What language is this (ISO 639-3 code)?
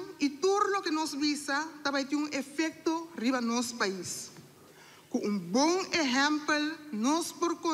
pap